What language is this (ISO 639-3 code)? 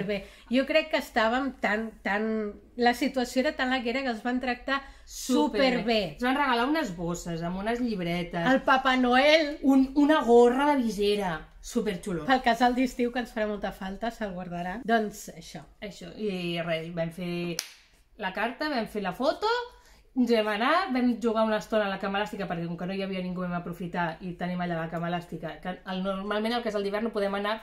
cat